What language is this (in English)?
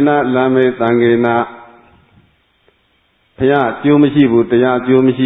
Burmese